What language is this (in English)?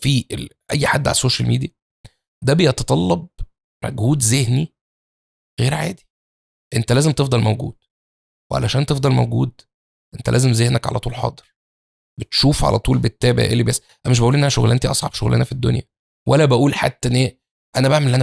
Egyptian Arabic